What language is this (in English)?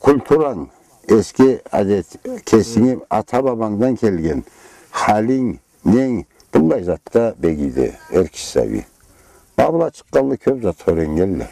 Karachay-Balkar